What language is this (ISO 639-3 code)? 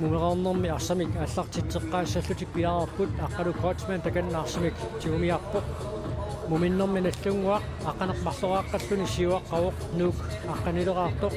kal